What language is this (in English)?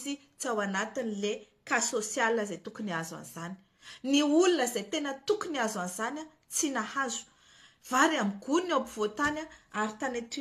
Malagasy